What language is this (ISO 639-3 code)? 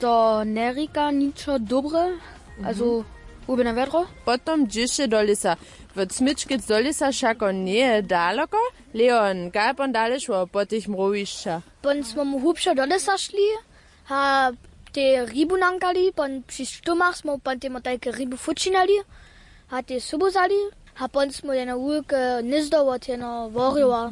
hsb